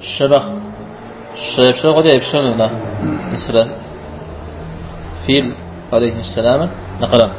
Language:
Kabardian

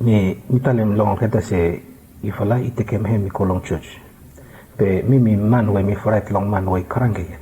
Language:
Bislama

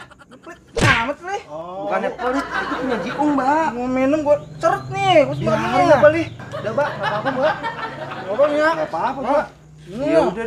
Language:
Betawi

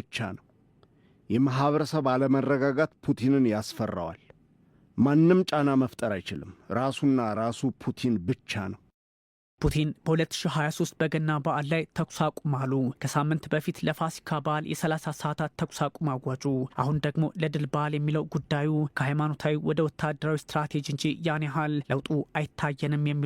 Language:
Amharic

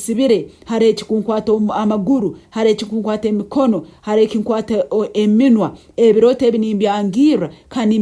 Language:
Nyankole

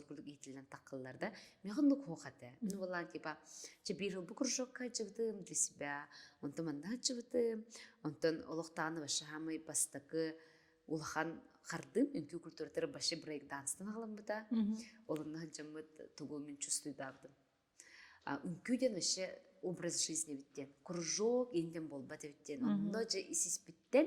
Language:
Yakut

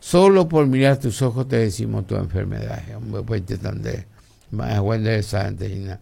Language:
Guarani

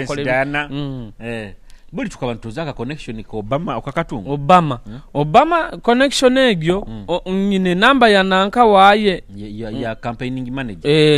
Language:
Nyoro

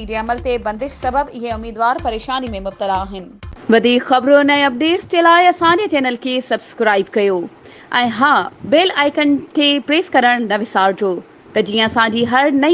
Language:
Sindhi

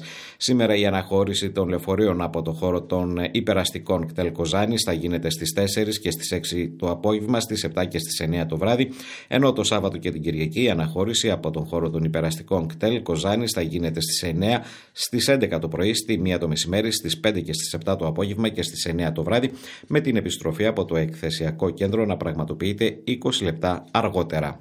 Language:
Greek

